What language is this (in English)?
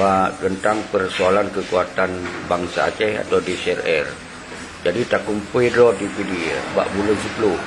Achinese